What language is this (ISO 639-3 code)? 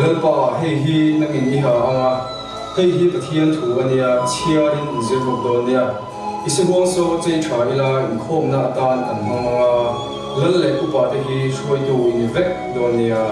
lus